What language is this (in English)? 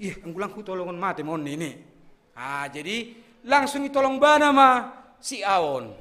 Batak Simalungun